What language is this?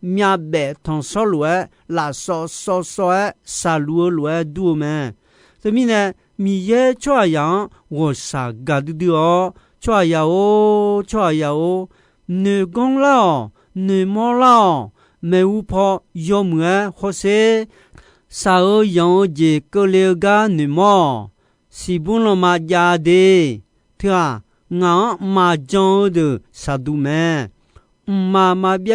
Akha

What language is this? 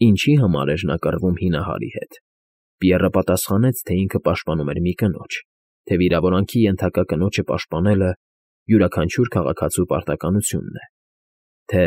Armenian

